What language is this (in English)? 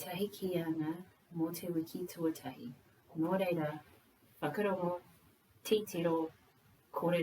Māori